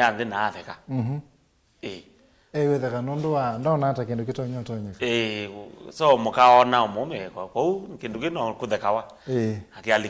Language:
Kamba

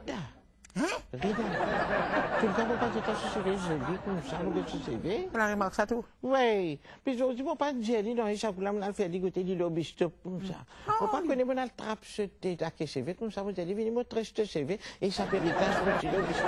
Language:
Morisyen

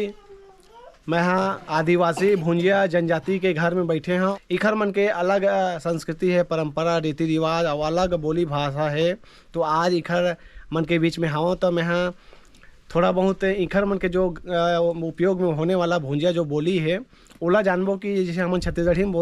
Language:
Chhattisgarhi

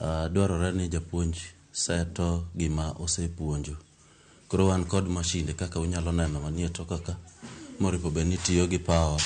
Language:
Luo (Kenya and Tanzania)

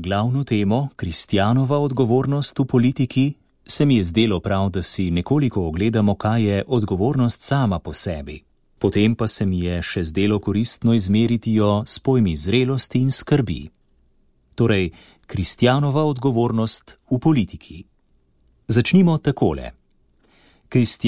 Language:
Slovenian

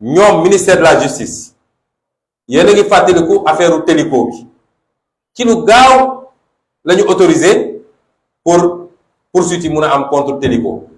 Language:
Wolof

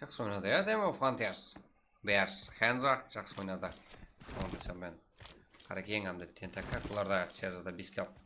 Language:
Kara-Kalpak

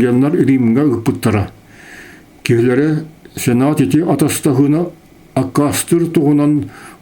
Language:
Yakut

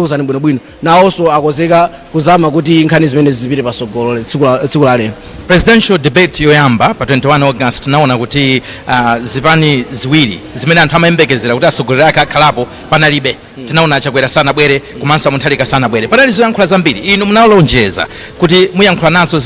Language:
Nyanja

